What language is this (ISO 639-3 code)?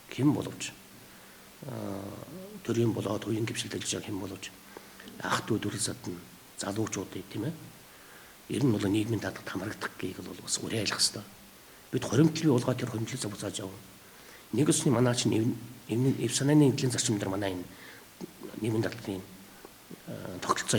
mon